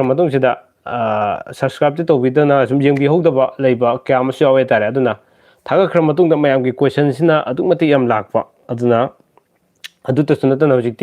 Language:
Manipuri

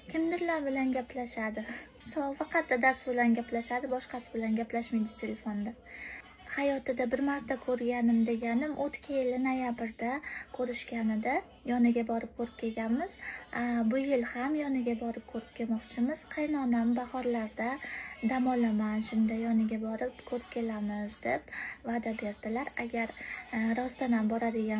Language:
Uzbek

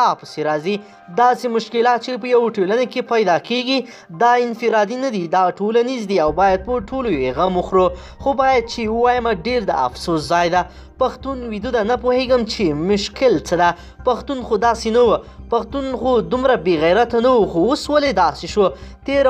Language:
Pashto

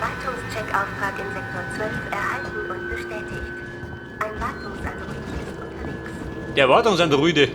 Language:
Bavarian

